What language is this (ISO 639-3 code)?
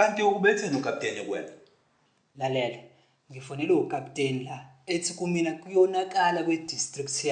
zul